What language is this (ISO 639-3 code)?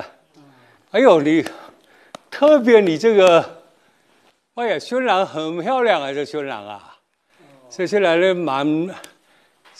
zho